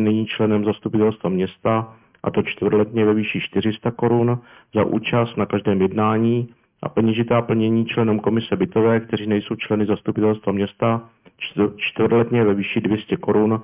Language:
Czech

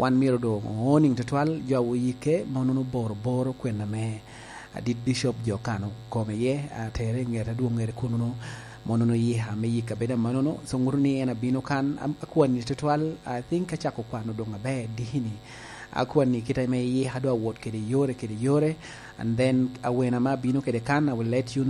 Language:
Lango (Uganda)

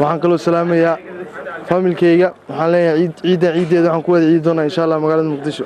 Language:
Somali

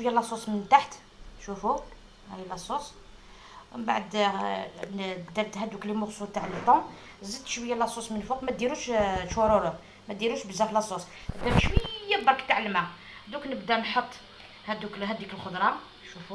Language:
Algerian Arabic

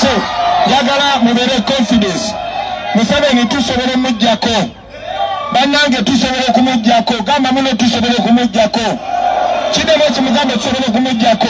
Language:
Ganda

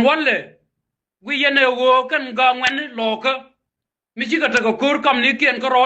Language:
Nuer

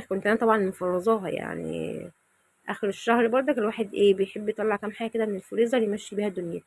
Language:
Egyptian Arabic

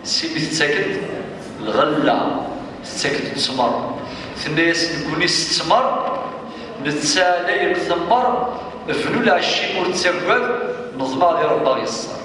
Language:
Kabyle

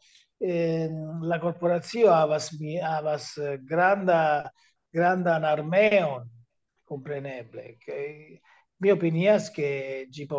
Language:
Esperanto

